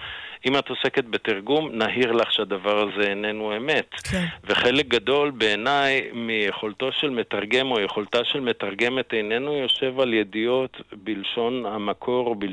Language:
Hebrew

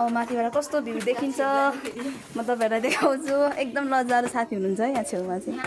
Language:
Nepali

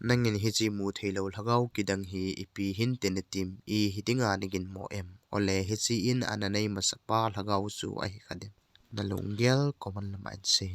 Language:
Thado Chin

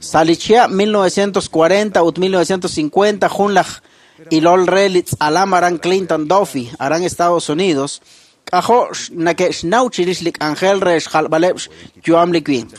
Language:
Kekchí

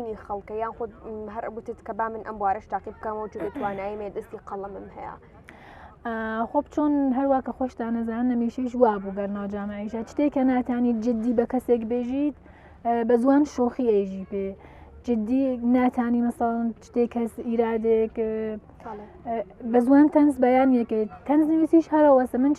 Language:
Central Kurdish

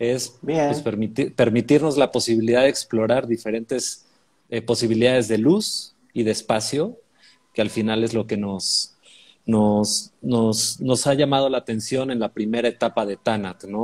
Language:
Spanish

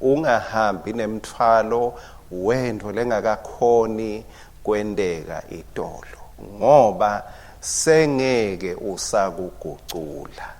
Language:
Swati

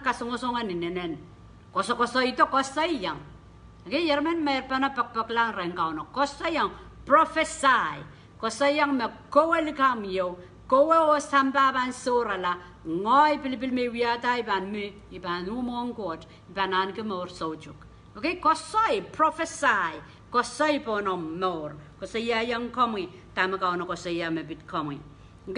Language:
Pohnpeian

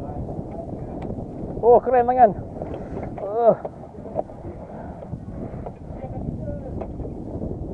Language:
Malay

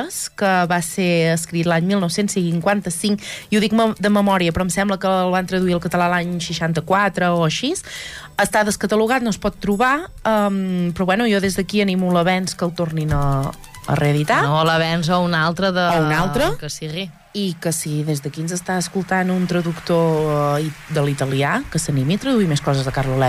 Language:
Catalan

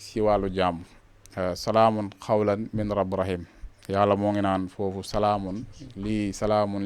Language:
Wolof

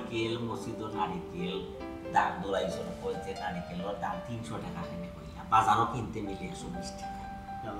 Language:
Sylheti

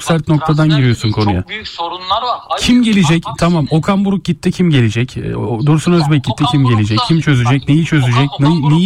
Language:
Turkish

